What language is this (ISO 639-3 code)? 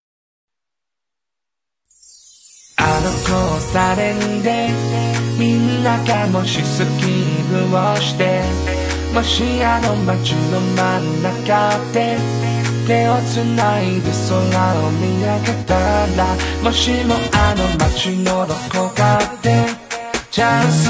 zho